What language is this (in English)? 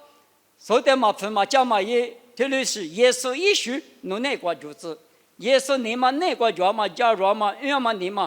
Lisu